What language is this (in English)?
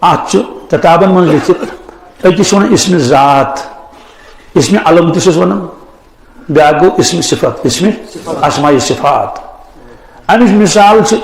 Kashmiri